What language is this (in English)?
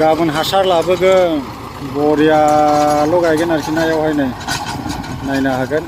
Bodo